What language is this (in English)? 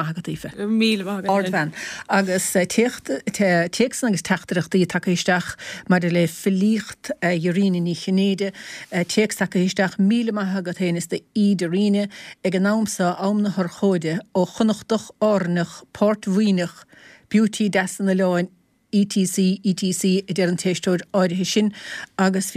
Irish